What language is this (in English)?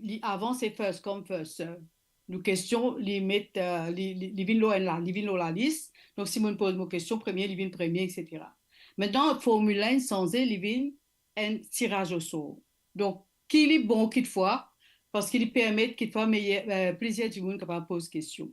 Morisyen